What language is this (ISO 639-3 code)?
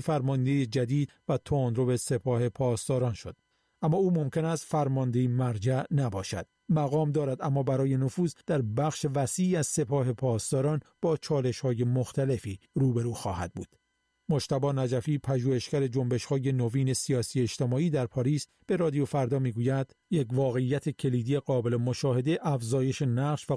fas